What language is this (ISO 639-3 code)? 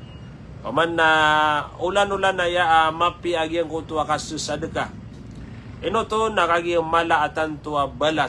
mrw